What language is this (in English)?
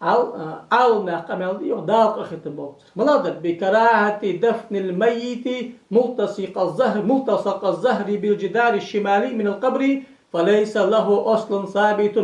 Ingush